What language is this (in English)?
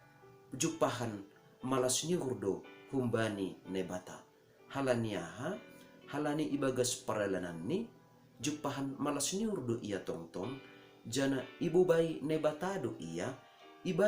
Batak Simalungun